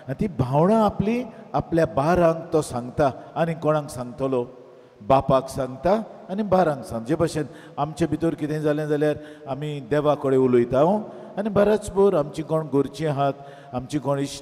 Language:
Konkani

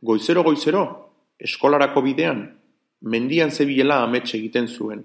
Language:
Basque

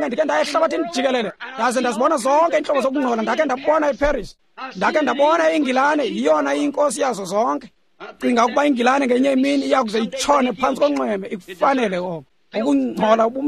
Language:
Xhosa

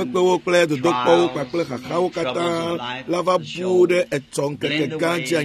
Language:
Ewe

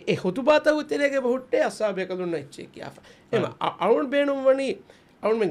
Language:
Divehi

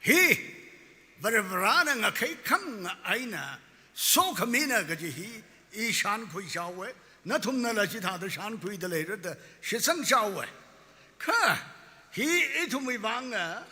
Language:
Tangkhul Naga (India)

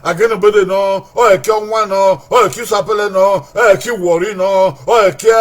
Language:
Bini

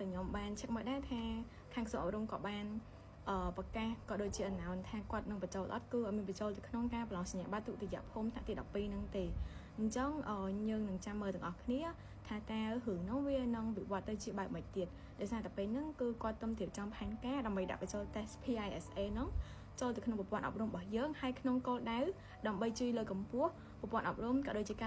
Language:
Khmer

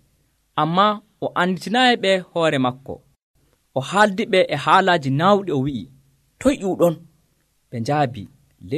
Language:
Nigerian Fulfulde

